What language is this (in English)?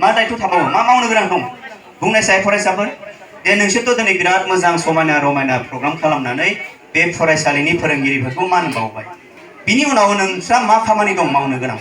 Bodo